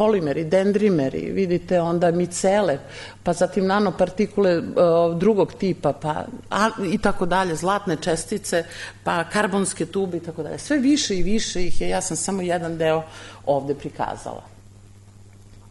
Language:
Serbian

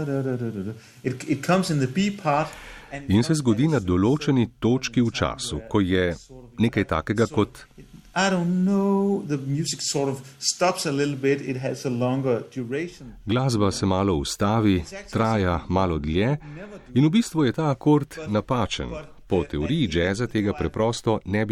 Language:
Slovenian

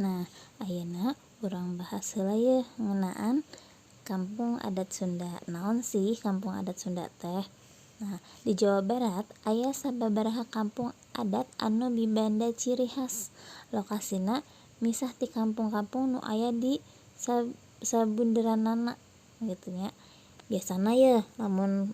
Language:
Sundanese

